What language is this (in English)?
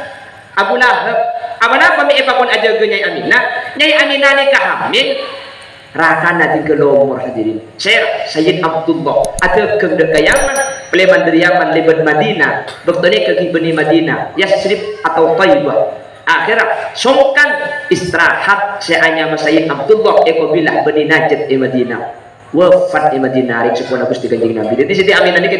Madurese